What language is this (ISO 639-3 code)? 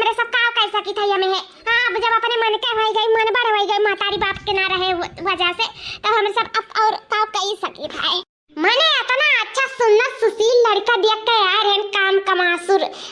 awa